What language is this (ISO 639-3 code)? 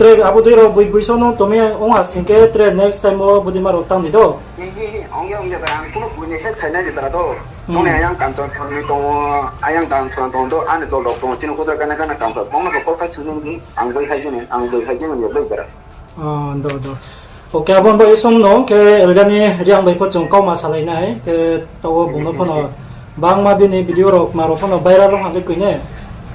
ria